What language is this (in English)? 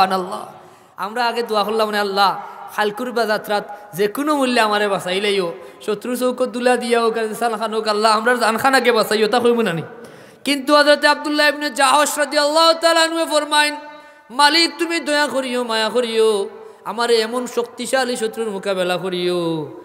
Sylheti